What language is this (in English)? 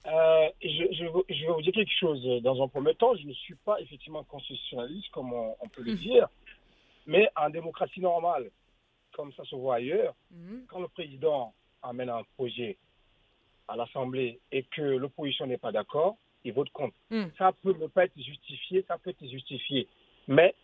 French